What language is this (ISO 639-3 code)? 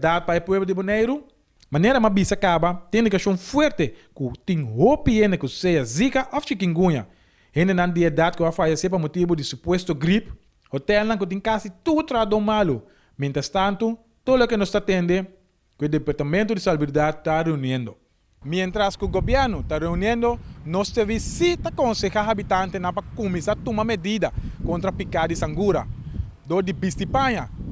pap